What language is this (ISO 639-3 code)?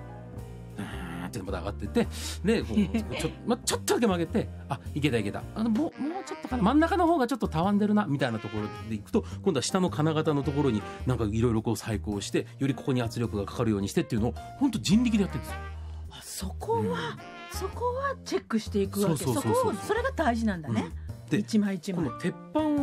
jpn